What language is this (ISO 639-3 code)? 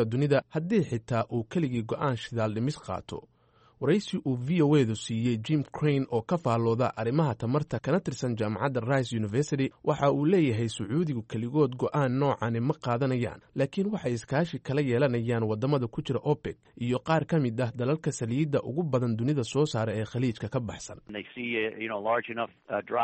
som